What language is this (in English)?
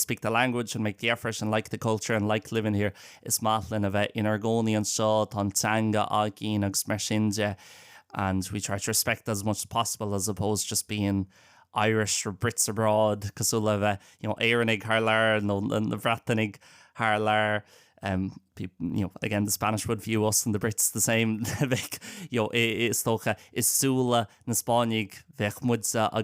Irish